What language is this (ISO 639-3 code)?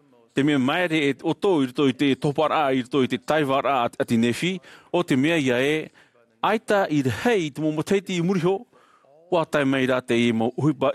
tah